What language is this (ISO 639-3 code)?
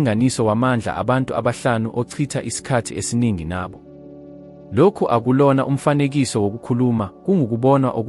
zul